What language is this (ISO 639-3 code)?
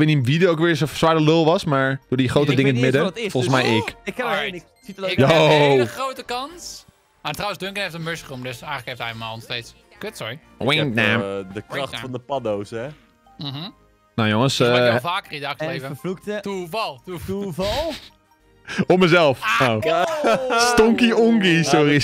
nld